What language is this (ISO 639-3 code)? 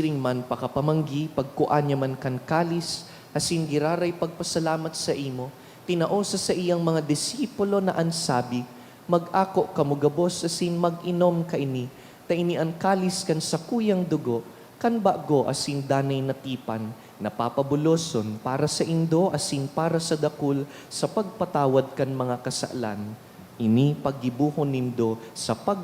bik